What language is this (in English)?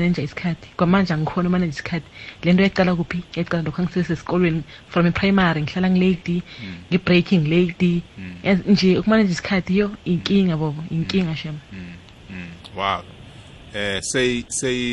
South Ndebele